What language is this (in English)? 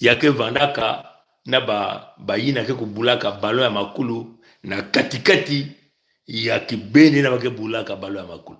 Kituba (Congo)